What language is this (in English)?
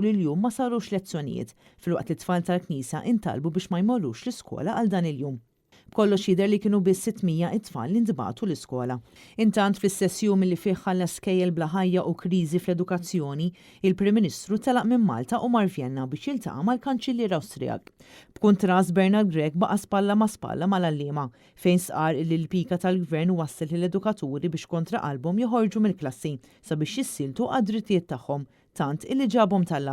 Maltese